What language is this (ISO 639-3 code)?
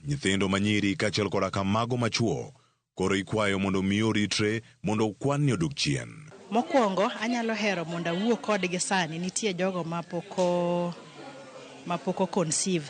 luo